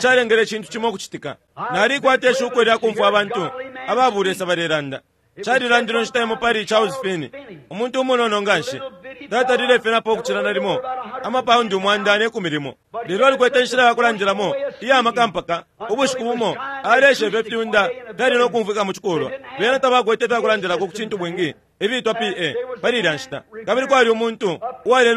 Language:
Bemba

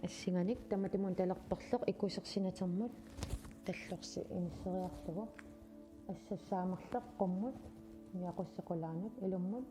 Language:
Kalaallisut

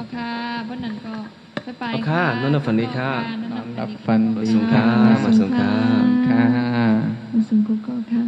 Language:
Shan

